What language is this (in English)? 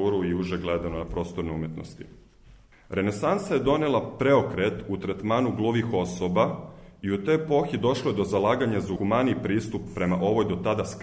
Serbian